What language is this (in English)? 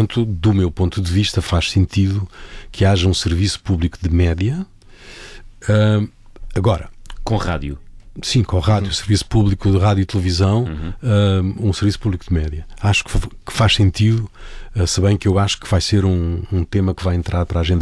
Portuguese